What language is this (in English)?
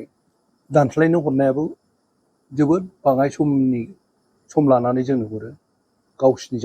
Bodo